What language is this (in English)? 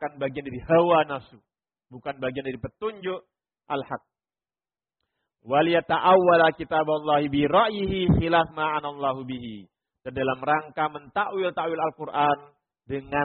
Indonesian